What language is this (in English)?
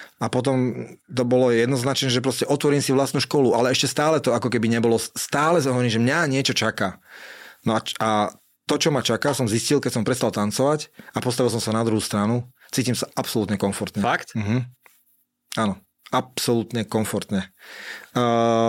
Slovak